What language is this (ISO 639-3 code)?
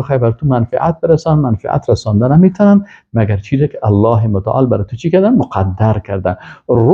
fas